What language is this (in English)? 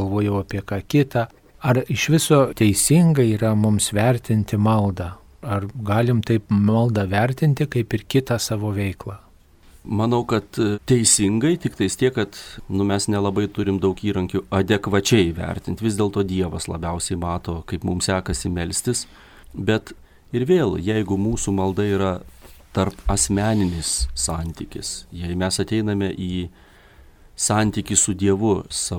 Lithuanian